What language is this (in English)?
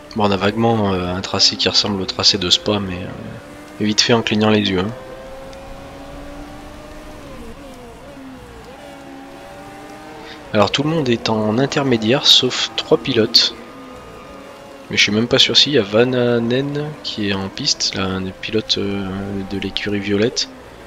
French